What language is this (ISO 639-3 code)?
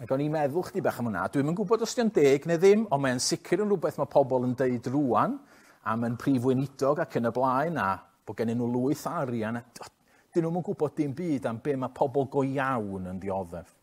cym